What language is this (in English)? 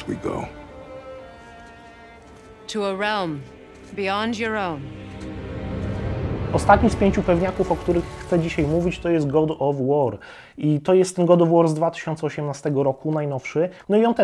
Polish